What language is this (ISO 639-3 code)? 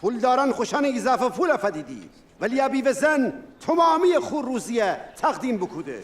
glk